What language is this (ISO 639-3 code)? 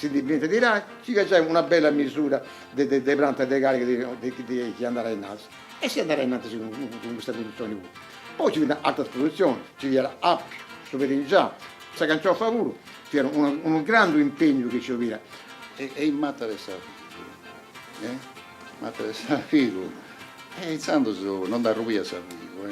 srd